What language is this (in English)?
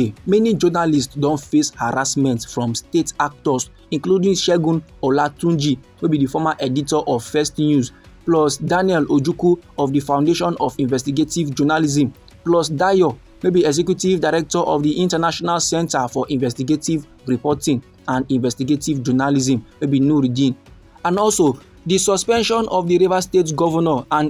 Nigerian Pidgin